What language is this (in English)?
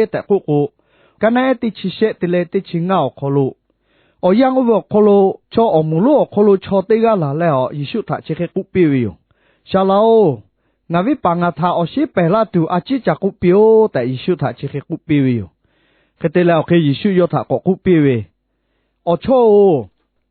Lahu